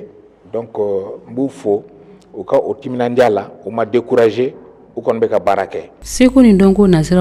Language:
Bambara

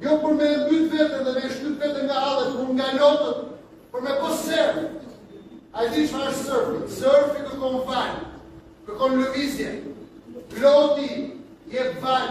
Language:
Albanian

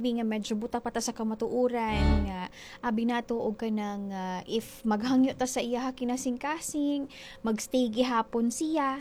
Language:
Cebuano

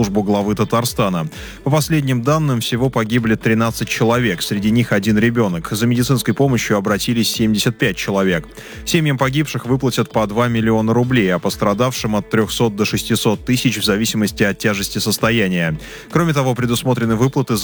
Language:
Russian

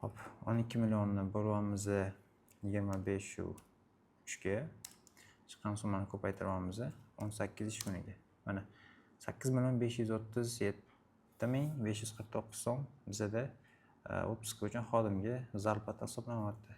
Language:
Uzbek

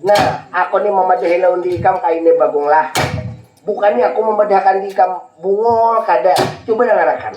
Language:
Banjar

